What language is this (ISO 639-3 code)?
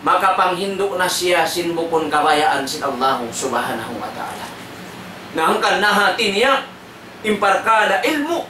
tsg